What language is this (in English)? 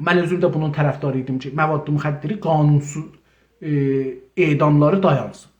South Azerbaijani